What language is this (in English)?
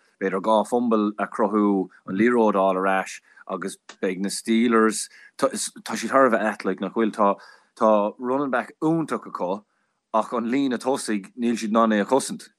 Irish